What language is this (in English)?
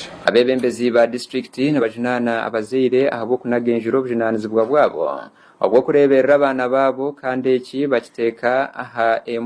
Nyankole